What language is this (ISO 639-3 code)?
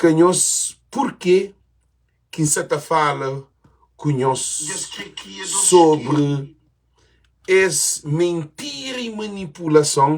kea